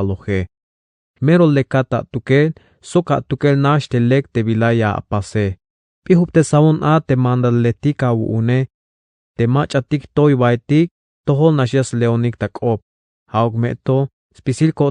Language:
Tzeltal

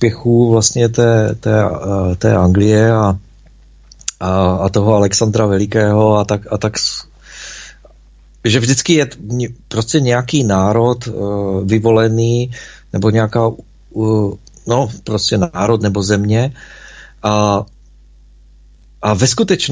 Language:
Czech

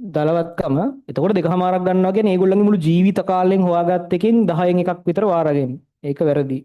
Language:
Sinhala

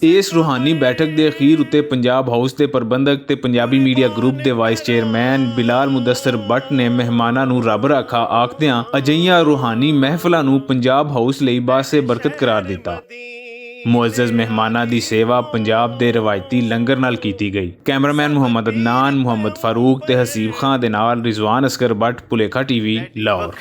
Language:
Western Panjabi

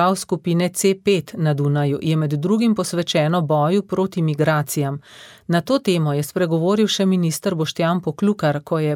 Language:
Slovenian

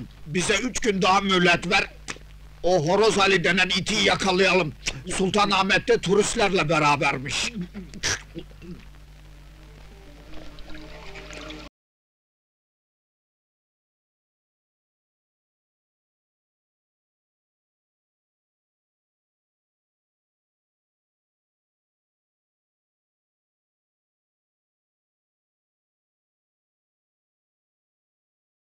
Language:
Turkish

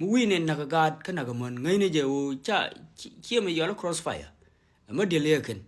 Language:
Nuer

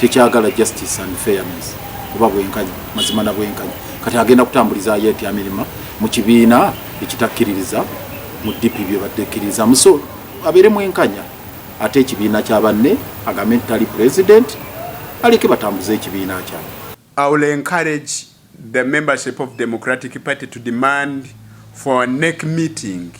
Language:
Ganda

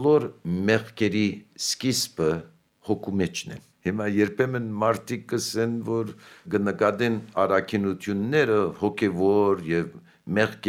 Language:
Armenian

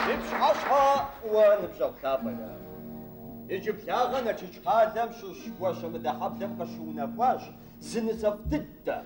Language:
Kabardian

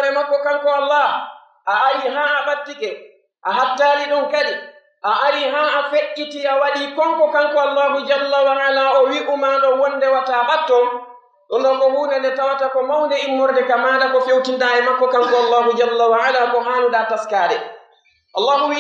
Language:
Pular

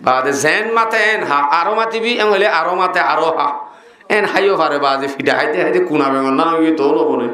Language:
Rohingya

